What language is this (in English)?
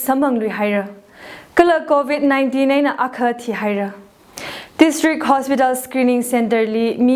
Tangkhul Naga (India)